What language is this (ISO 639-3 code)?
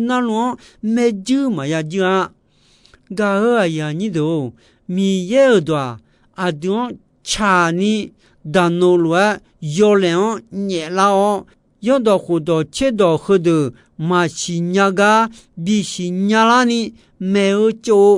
ahk